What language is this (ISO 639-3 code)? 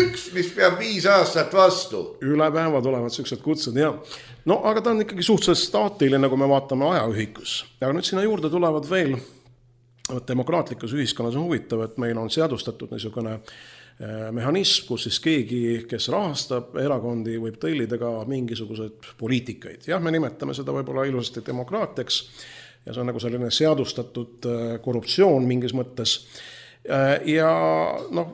est